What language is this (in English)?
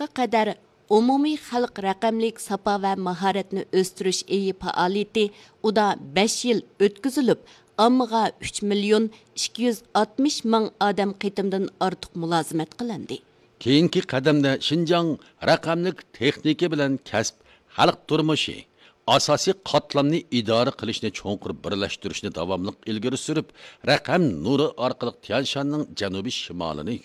Uyghur